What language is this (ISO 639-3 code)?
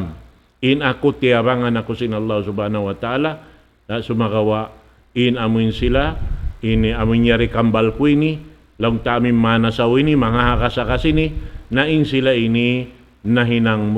tsg